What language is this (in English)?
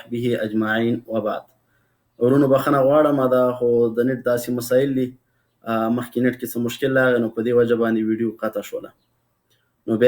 Pashto